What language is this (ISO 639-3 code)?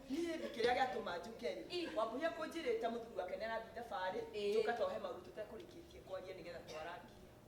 kik